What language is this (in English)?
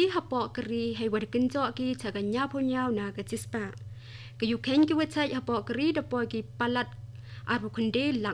Khasi